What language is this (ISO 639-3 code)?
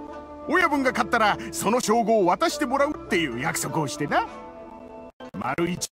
jpn